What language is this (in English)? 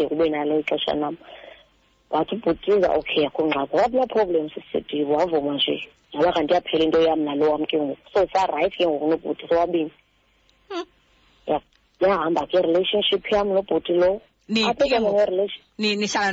Xhosa